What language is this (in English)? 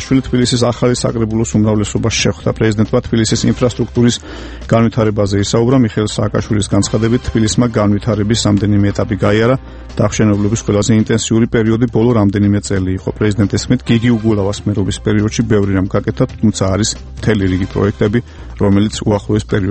Georgian